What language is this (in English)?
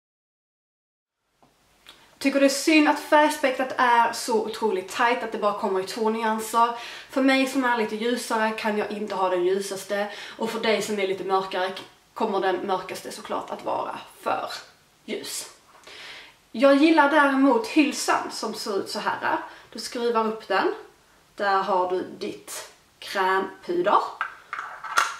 Swedish